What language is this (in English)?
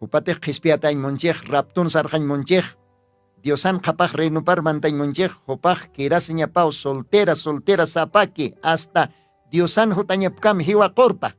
Aymara